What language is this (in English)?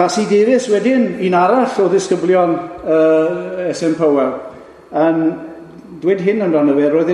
Welsh